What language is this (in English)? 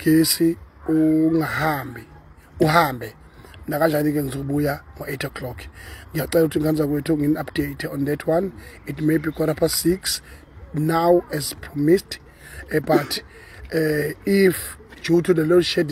Zulu